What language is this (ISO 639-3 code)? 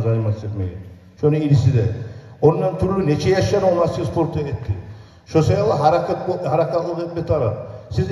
kum